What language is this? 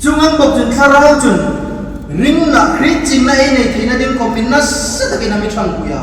Hmar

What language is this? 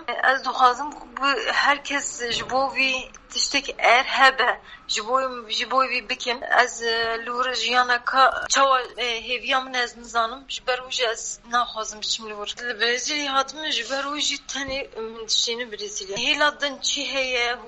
Kurdish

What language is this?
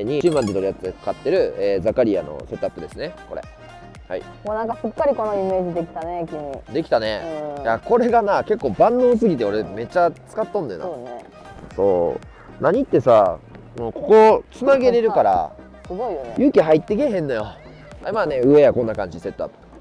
Japanese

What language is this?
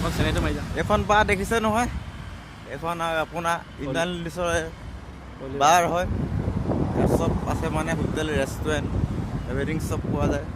Assamese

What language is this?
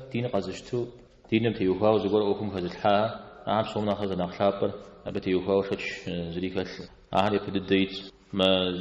Kabardian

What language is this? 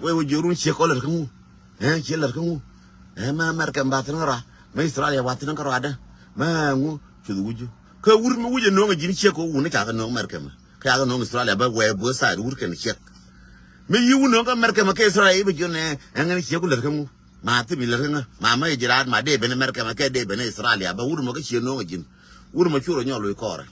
Nuer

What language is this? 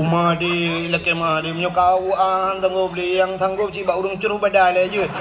Achinese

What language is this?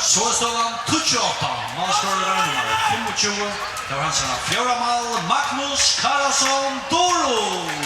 Faroese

